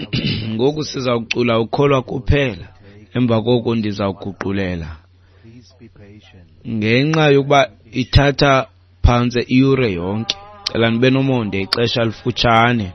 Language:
Xhosa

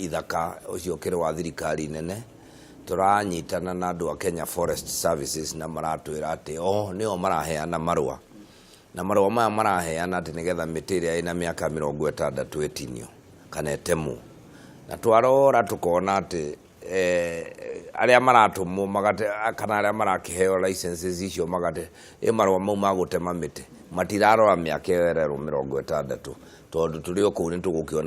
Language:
Kikuyu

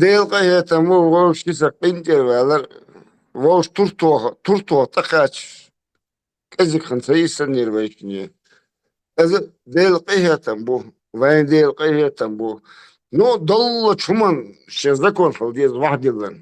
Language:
Chechen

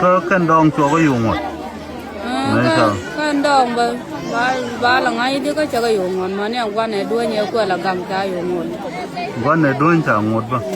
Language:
Nuer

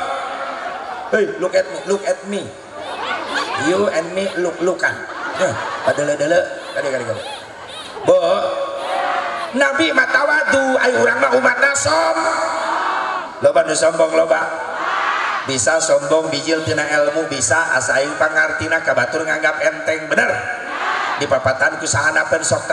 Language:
Sundanese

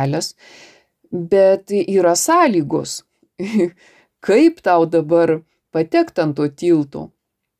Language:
Lithuanian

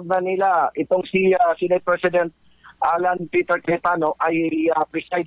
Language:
Filipino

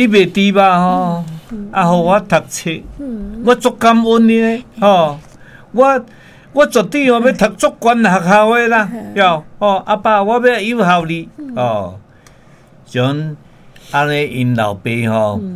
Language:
Min Nan Chinese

